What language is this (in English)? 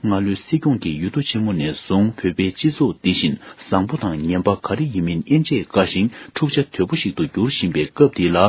Tibetan